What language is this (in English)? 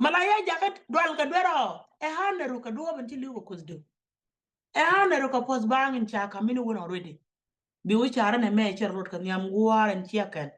Nuer